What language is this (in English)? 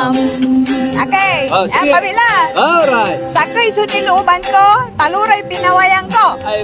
Pangasinan